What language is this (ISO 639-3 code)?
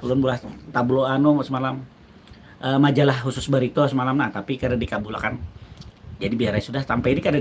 bjn